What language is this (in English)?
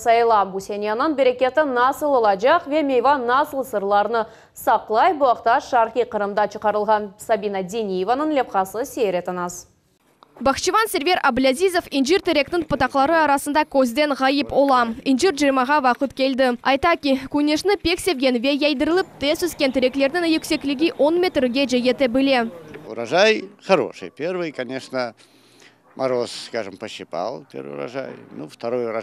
Crimean Tatar